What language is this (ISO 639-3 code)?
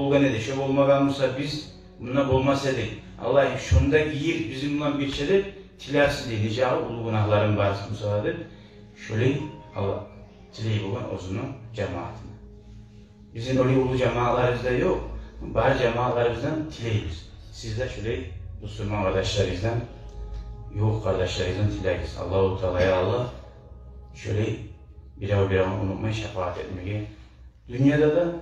kum